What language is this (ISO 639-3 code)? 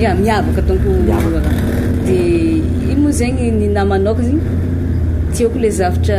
mlg